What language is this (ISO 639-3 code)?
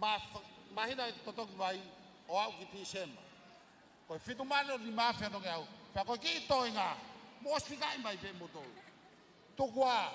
ton